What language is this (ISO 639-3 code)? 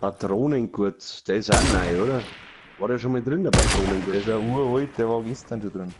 bar